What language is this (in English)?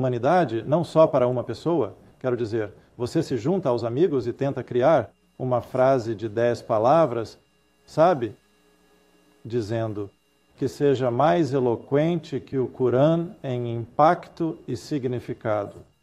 Portuguese